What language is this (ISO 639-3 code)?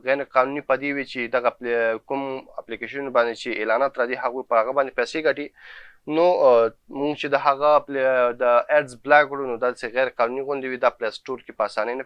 pus